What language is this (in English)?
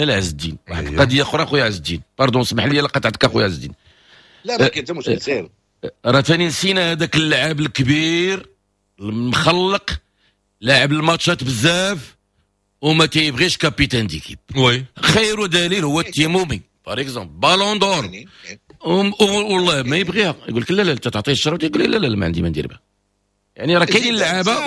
Moroccan Arabic